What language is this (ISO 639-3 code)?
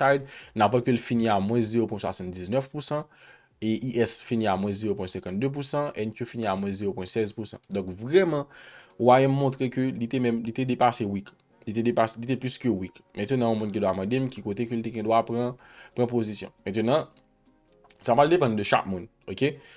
hat